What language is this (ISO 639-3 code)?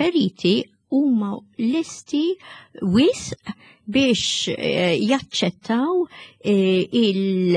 mlt